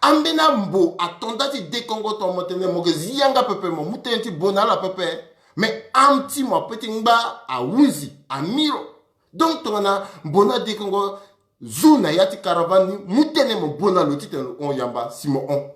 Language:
Sango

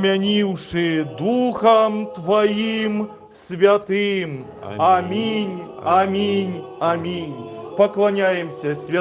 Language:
Belarusian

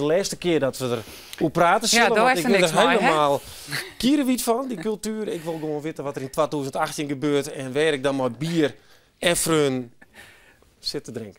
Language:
Western Frisian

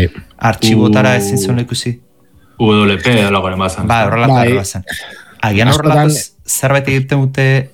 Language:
Basque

